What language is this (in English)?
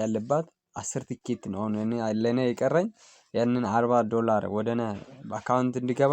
Amharic